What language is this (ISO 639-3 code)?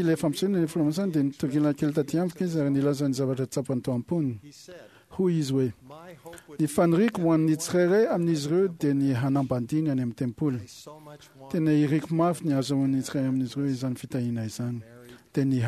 mlg